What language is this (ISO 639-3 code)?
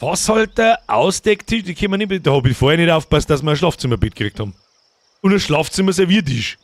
bar